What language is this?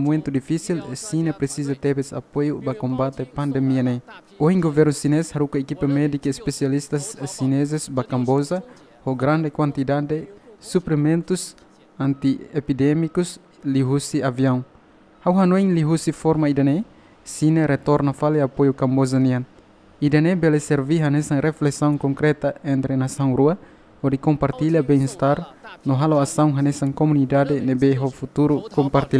Tetum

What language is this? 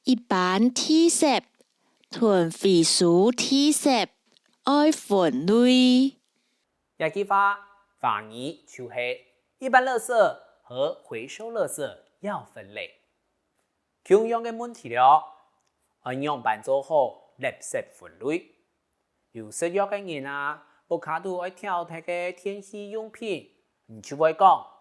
Hakka Chinese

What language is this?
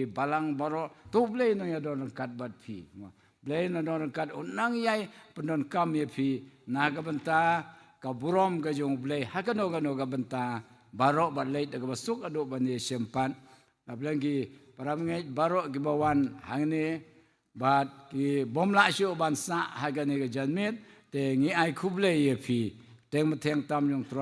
Khasi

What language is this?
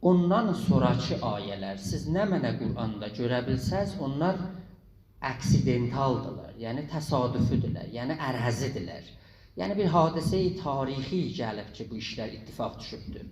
South Azerbaijani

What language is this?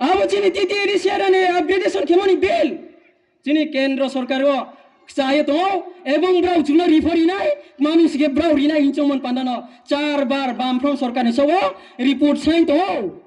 Riang (India)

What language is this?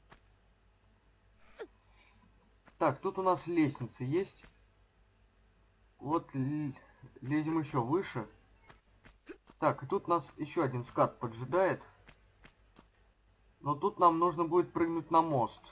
Russian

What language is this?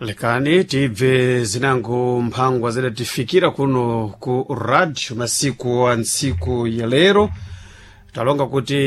Sena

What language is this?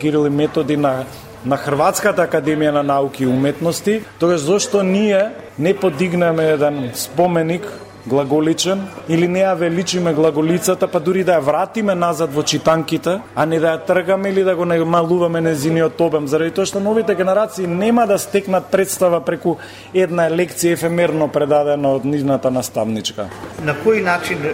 Macedonian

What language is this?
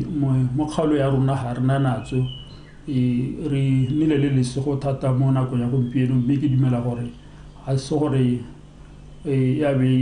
Tswana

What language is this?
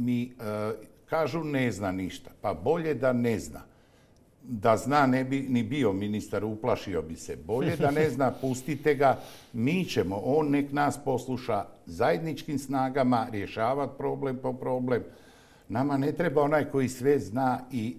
Croatian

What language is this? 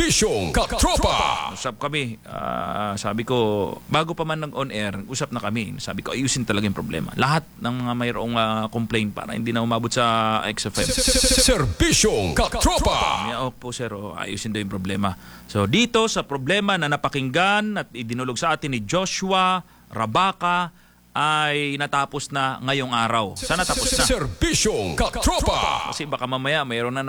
Filipino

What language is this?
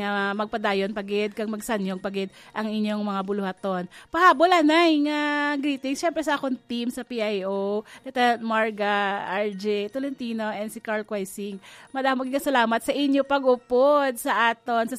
Hiligaynon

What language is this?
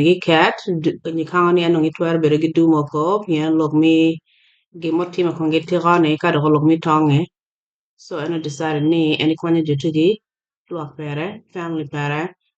Acoli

